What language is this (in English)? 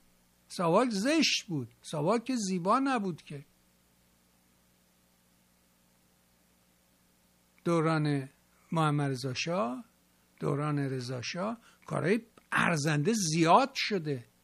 Persian